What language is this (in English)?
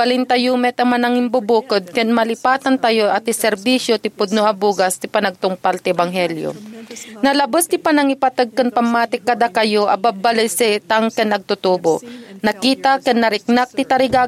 Iloko